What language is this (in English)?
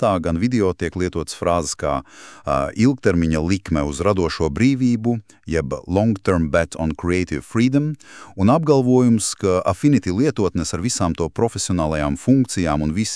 Latvian